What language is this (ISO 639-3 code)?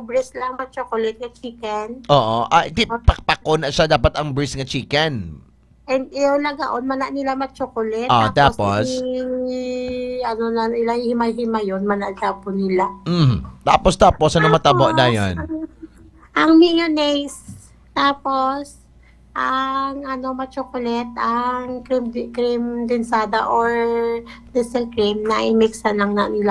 hil